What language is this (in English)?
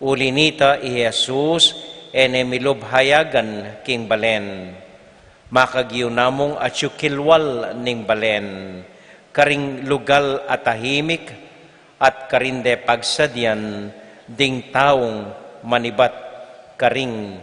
Pampanga